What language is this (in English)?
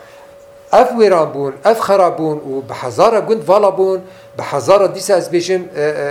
Kurdish